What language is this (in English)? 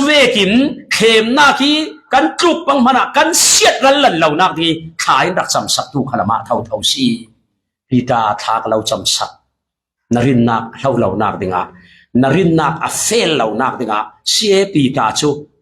Falam Chin